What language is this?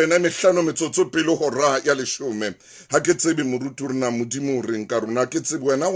Southern Sotho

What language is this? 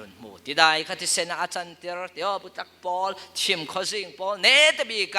Falam Chin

